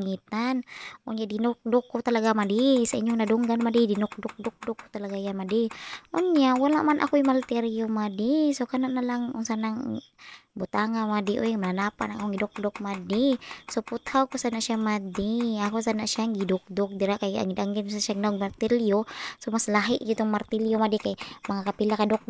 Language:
Cebuano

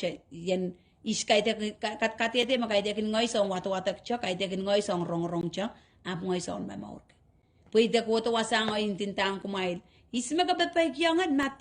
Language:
Pohnpeian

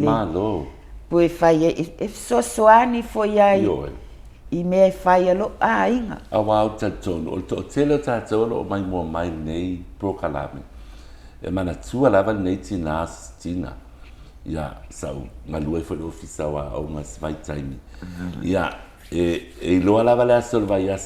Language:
Samoan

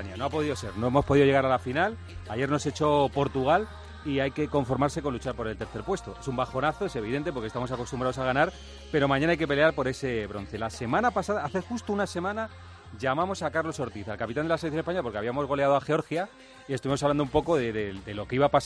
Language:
Spanish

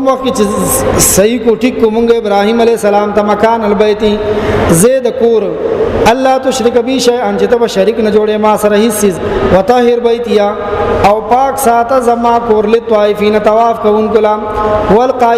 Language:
Pashto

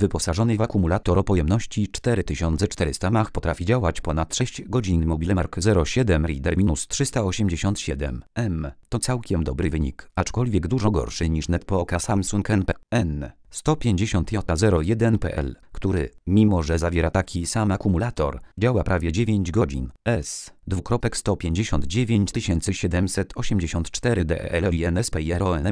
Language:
Polish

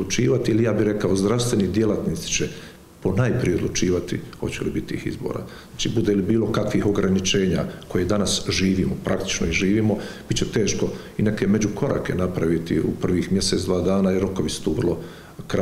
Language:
Croatian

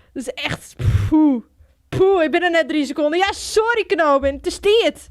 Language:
Western Frisian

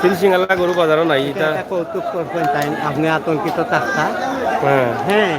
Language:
Sylheti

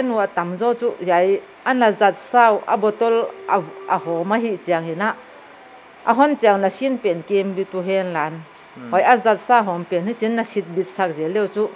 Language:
Paite Chin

